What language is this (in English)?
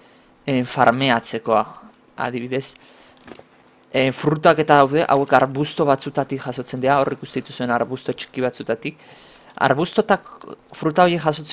Basque